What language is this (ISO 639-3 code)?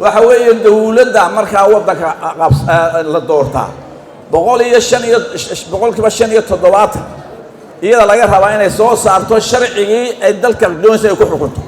som